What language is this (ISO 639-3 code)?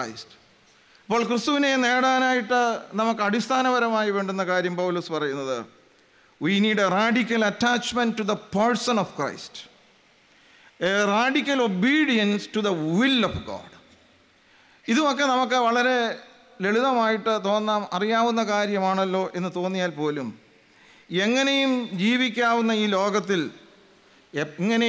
mal